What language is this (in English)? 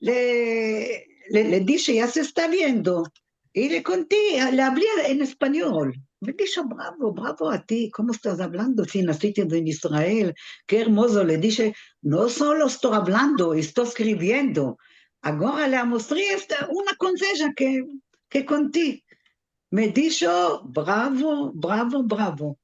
Ladino